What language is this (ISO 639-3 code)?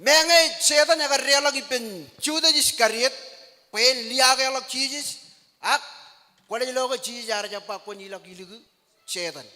mah